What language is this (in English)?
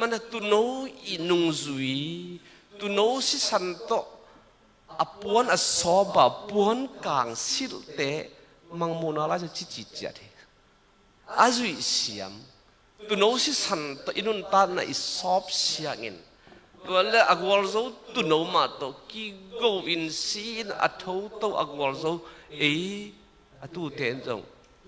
Tedim Chin